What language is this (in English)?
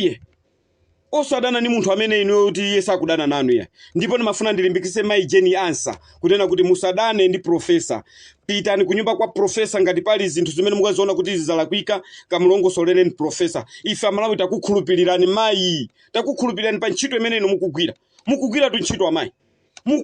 Nyanja